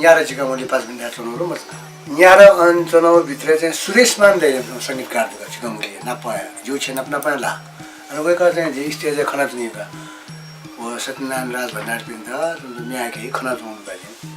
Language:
Newari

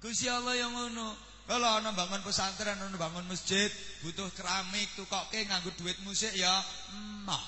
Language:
Javanese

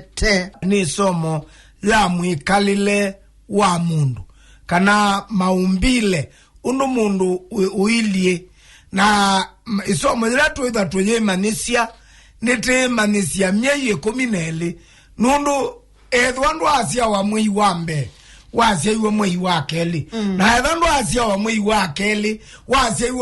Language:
Kamba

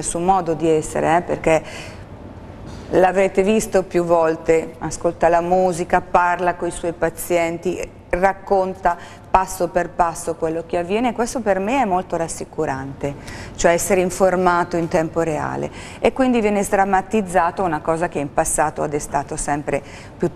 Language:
Italian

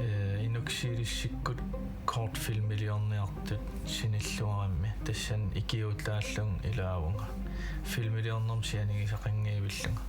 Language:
Kalaallisut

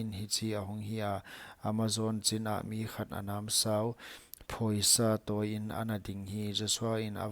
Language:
Paite Chin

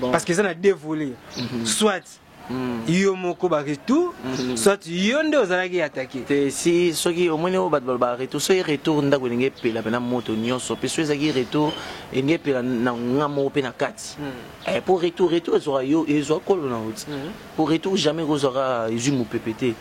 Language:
Lingala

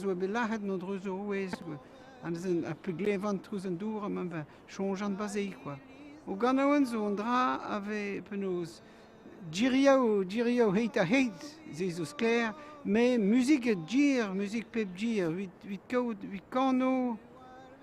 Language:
Breton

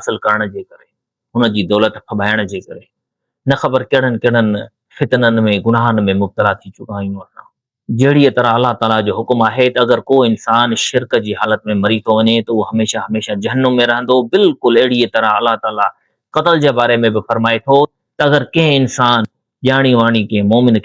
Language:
Sindhi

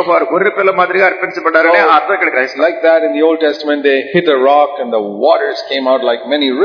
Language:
Telugu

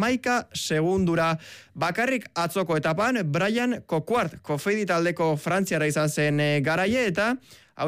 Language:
Basque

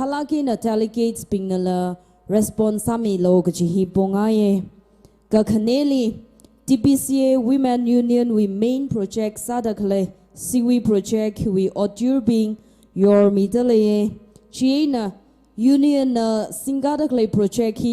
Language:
Tangkhul Naga (India)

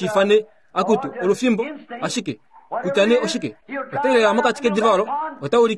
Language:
Kuanyama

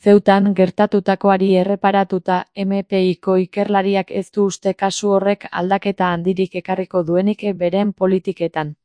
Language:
Basque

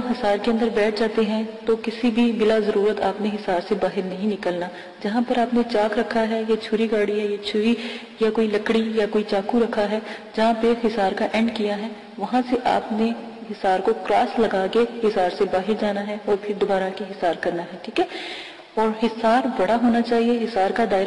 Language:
Urdu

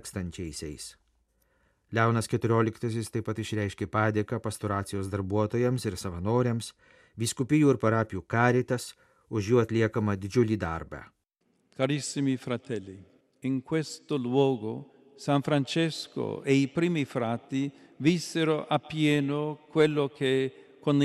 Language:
Lithuanian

